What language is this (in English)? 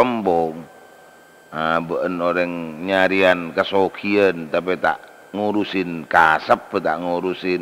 Madurese